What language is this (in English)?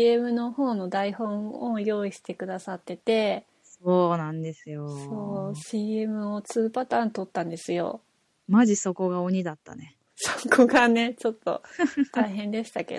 Japanese